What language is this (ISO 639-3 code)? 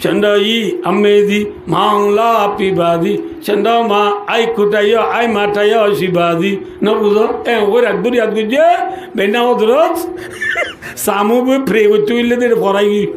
rhg